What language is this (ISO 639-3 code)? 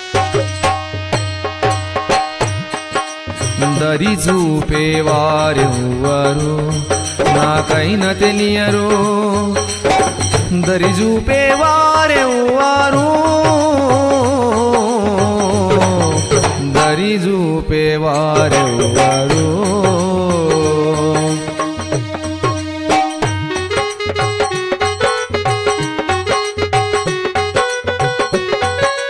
tel